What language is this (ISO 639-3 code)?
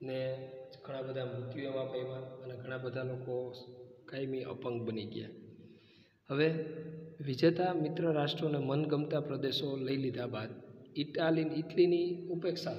guj